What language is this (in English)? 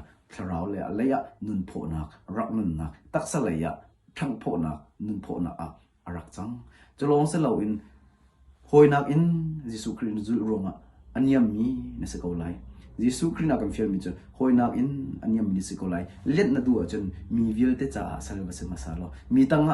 Hakha Chin